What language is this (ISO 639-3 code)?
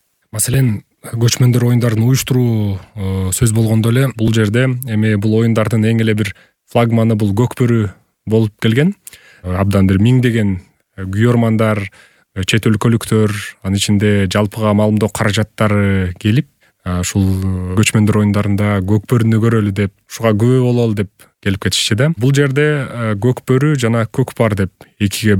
kir